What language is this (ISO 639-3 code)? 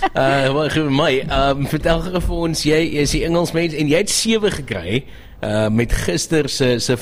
afr